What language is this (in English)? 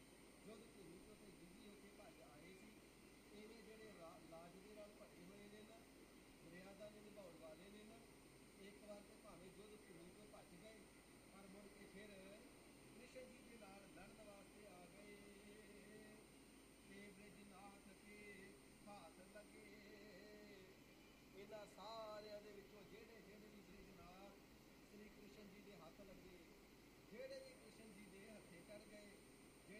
Punjabi